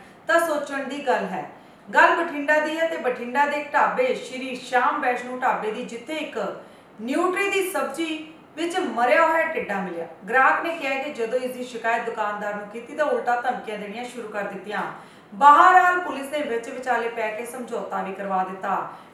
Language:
Punjabi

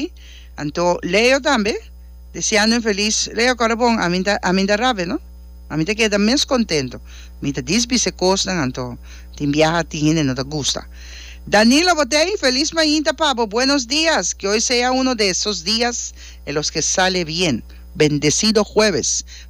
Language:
Papiamento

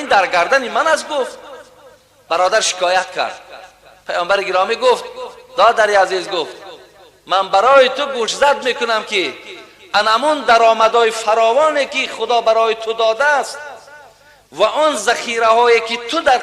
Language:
Tajik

